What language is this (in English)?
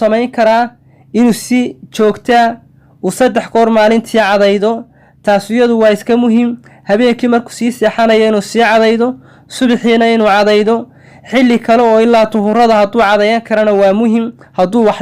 Somali